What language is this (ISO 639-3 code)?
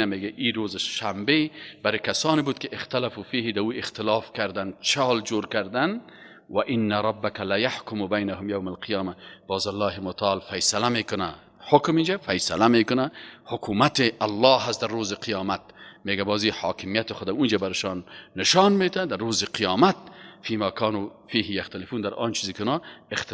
fas